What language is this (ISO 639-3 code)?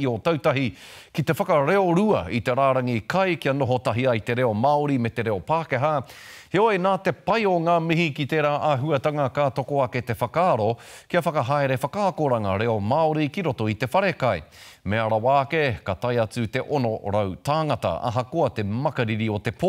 mri